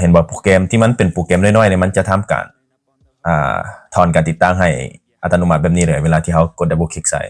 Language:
Lao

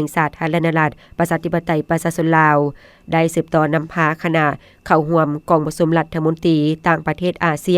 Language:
Lao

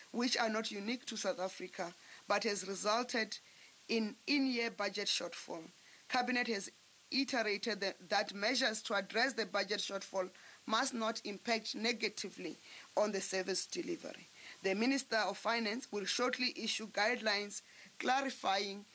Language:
English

